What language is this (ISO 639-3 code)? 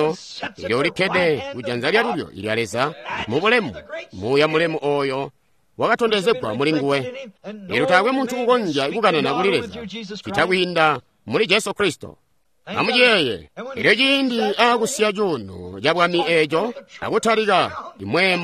toi